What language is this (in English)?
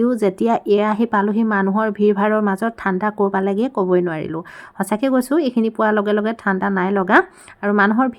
Assamese